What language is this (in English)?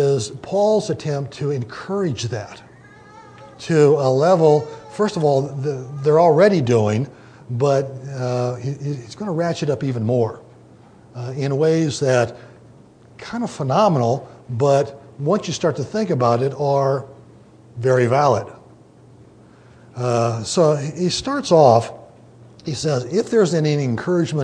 English